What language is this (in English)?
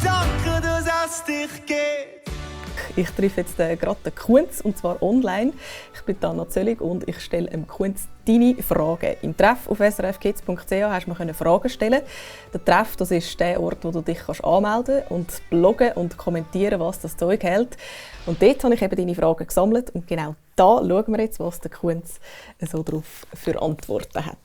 Swiss German